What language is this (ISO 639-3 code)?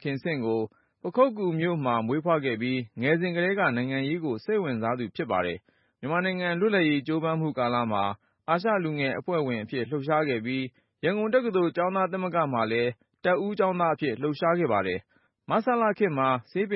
mya